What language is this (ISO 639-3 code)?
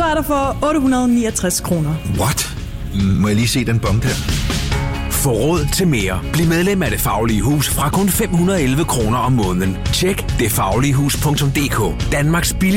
dan